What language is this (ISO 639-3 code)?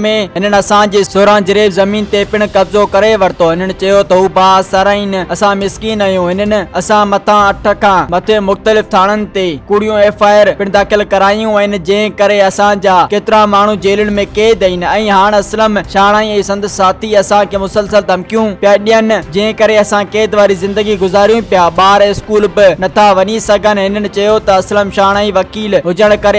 snd